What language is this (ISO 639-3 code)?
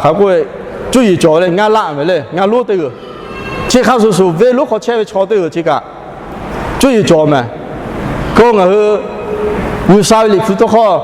lhu